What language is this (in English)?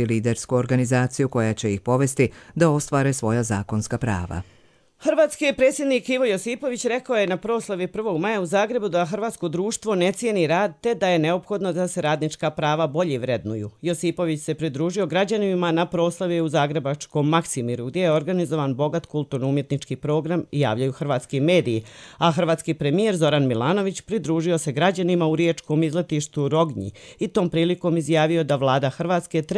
Croatian